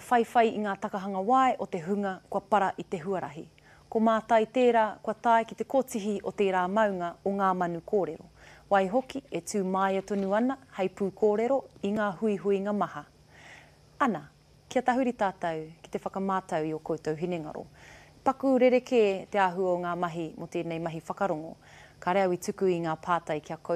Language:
Māori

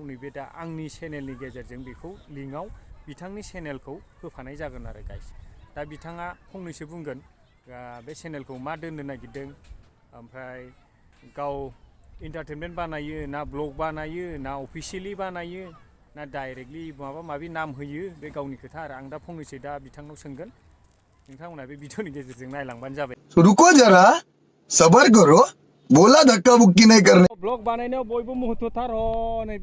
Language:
Bodo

